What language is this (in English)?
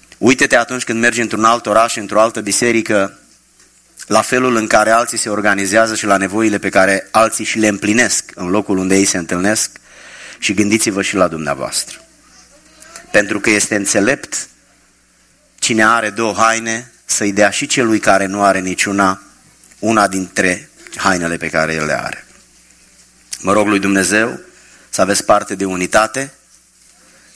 Romanian